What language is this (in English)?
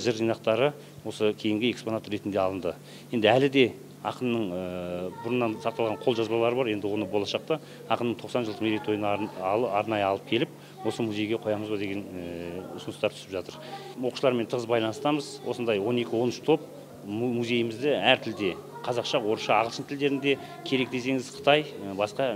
Kazakh